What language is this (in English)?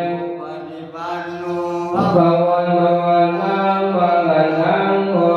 Pali